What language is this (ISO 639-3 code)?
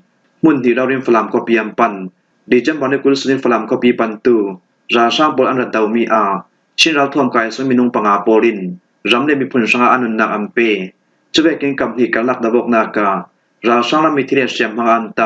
cfm